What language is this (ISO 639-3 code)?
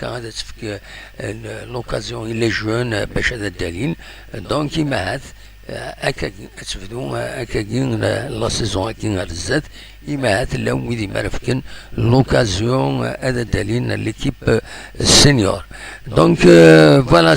kab